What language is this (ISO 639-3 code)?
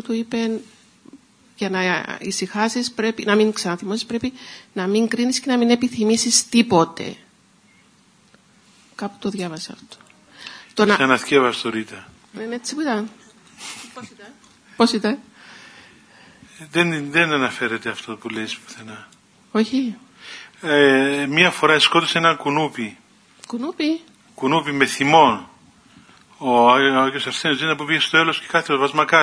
ell